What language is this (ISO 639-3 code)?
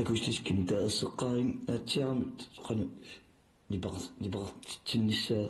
kal